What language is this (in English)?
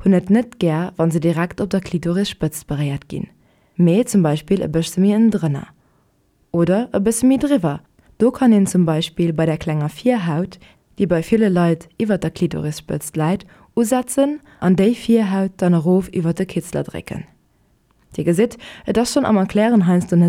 Luxembourgish